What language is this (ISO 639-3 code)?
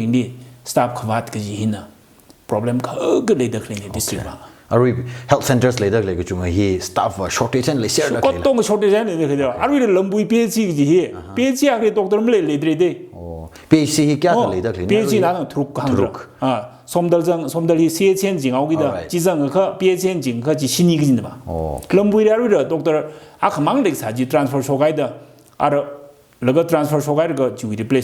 nmf